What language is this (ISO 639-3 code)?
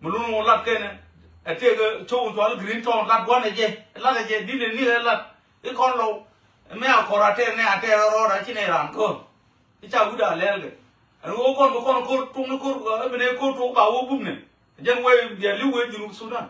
nus